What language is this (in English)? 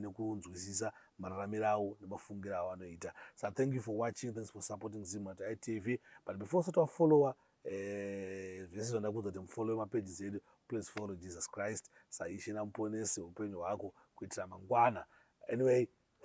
Shona